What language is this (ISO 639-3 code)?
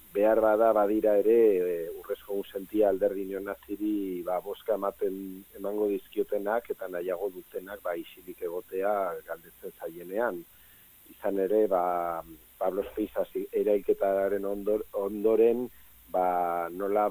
eus